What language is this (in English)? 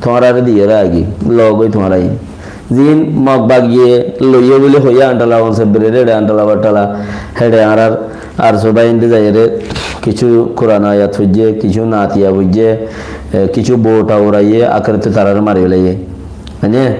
Rohingya